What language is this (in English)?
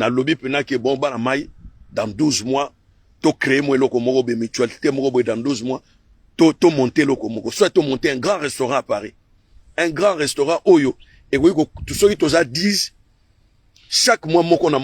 Lingala